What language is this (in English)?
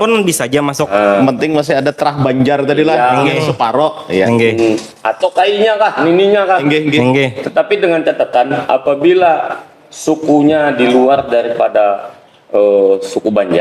Banjar